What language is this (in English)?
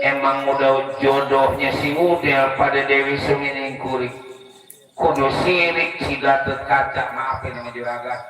Betawi